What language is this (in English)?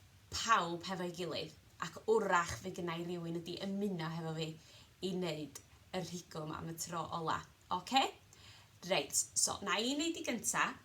Welsh